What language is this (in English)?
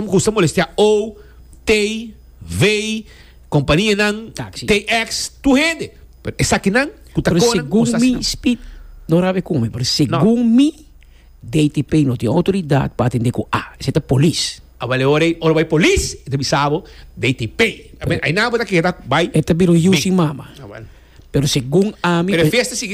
Papiamento